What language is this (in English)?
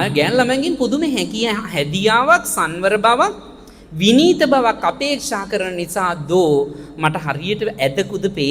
Sinhala